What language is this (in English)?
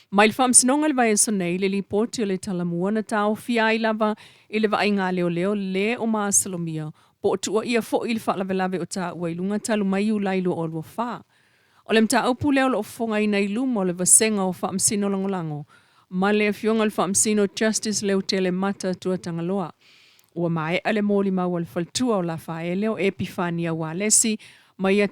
Samoan